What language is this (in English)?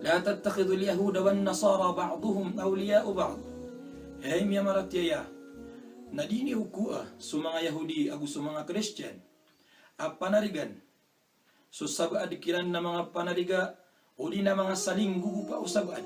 Maranao